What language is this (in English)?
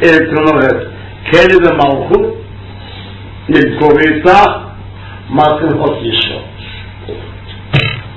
Hebrew